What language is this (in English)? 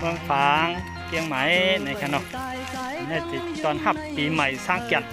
Shan